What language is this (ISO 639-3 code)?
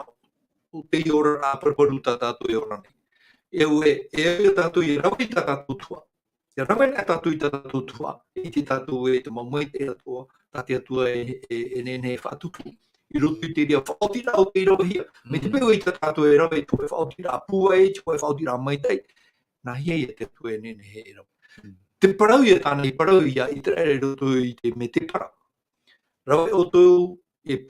tah